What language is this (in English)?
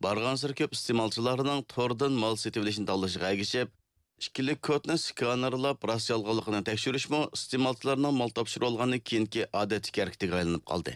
Uyghur